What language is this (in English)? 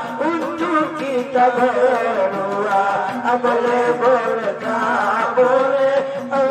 Batak Angkola